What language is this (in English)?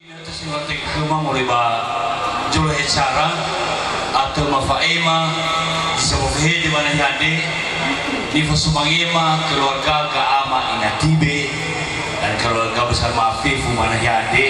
Nias